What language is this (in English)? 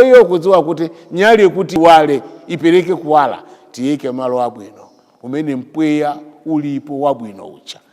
Nyanja